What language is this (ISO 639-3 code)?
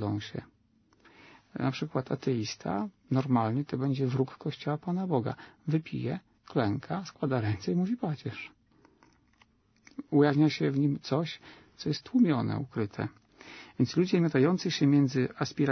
pol